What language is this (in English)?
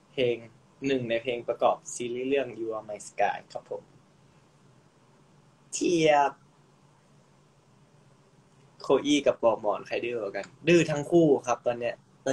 Thai